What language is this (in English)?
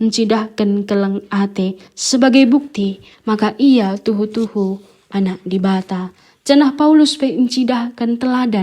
Batak Karo